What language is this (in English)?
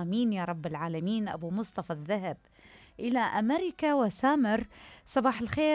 Mesopotamian Arabic